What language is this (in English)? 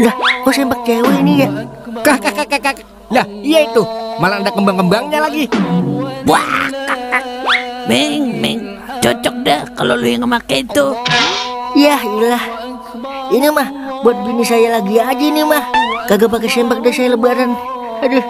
Betawi